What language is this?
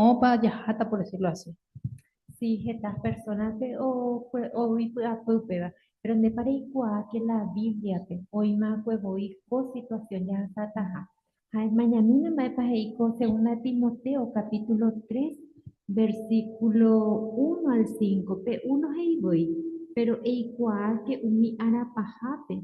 Guarani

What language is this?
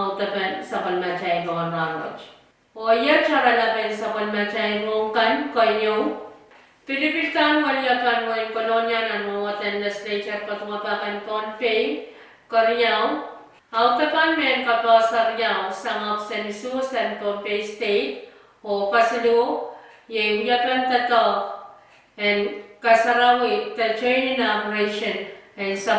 Pohnpeian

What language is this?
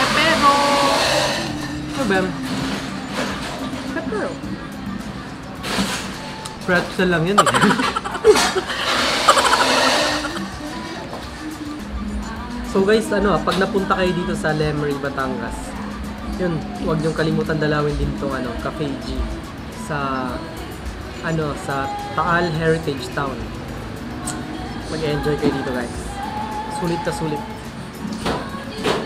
Filipino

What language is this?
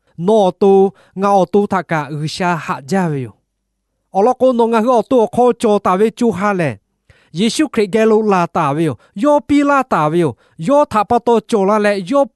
Lahu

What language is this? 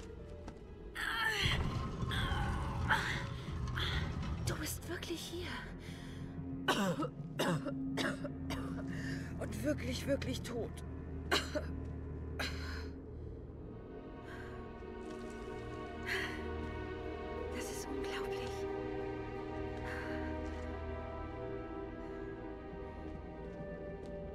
German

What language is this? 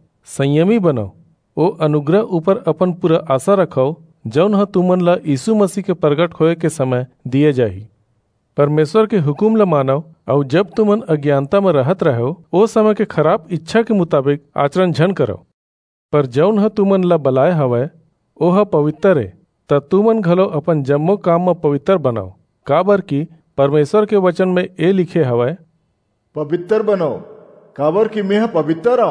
Chhattisgarhi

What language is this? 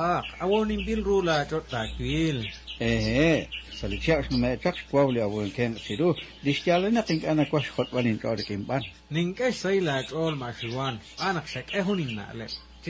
Kekchí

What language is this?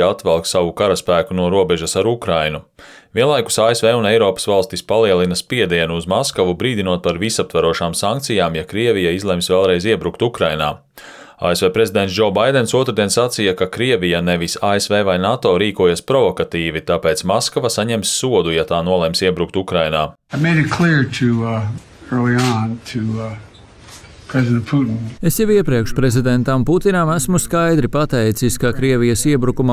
Latvian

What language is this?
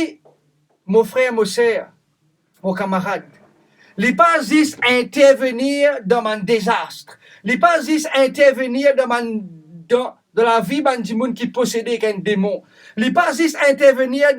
Morisyen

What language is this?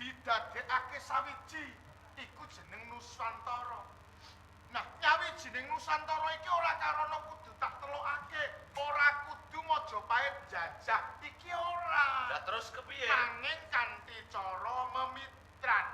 Javanese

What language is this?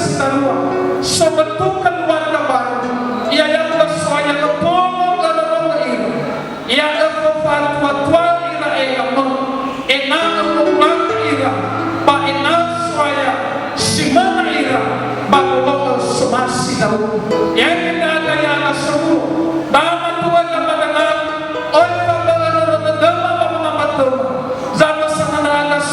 Nias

